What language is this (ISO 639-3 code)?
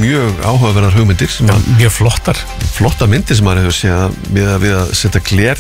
isl